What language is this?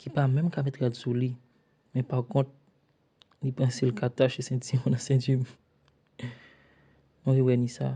Haitian Creole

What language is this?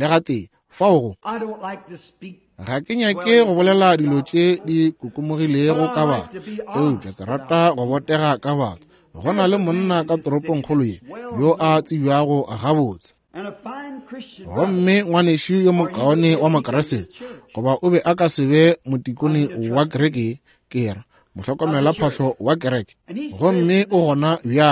Northern Sotho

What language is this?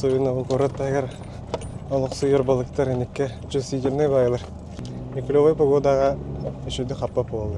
Yakut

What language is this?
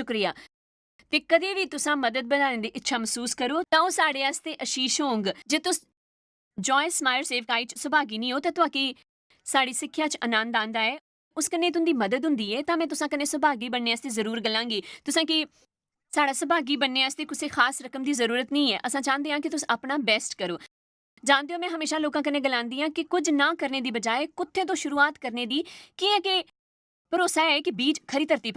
Dogri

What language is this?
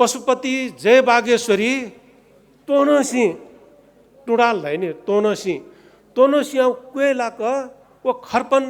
Newari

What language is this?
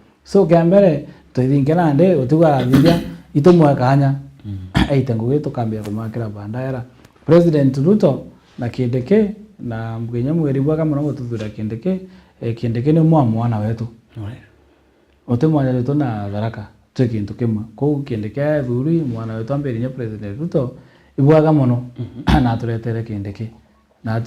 Meru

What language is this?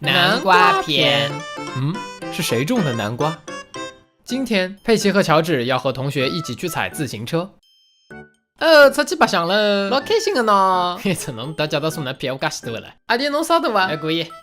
Wu Chinese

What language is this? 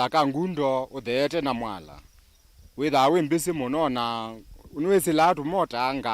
Kamba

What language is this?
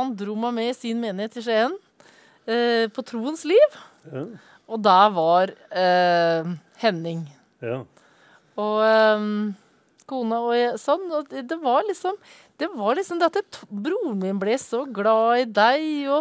Norwegian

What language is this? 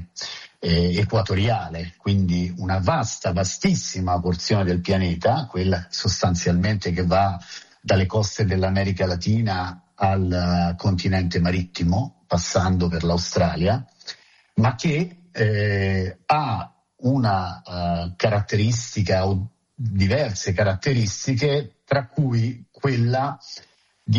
Italian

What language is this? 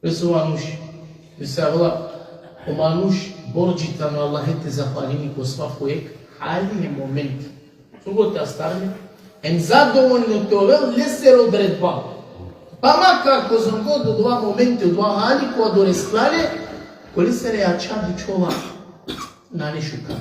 Balkan Romani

